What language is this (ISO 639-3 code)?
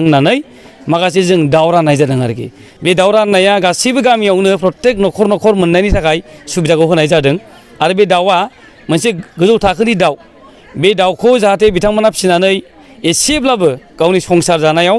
brx